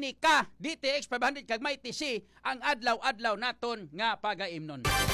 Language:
Hiligaynon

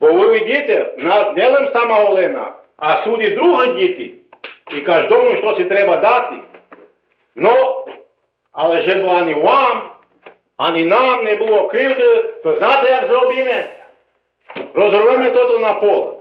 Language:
Rusyn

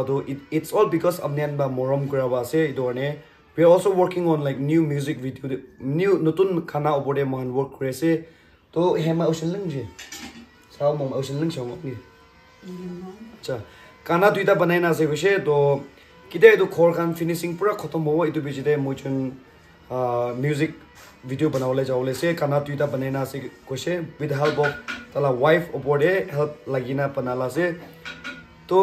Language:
Naga Pidgin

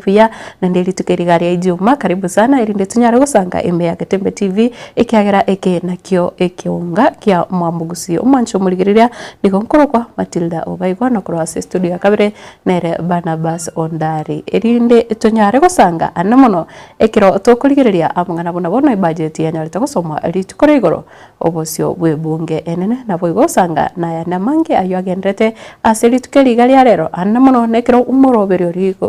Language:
Gusii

